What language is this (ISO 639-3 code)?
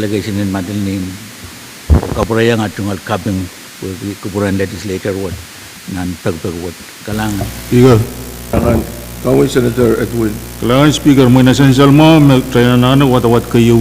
pon